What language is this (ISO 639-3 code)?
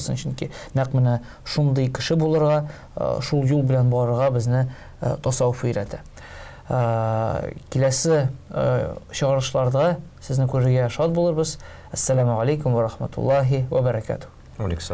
tat